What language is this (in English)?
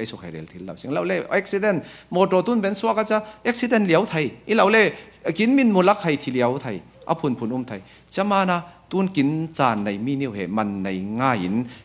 Falam Chin